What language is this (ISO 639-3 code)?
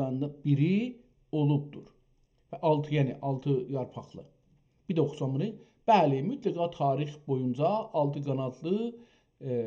azb